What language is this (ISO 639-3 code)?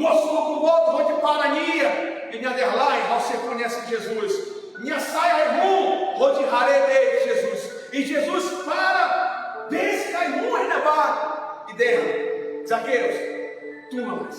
tet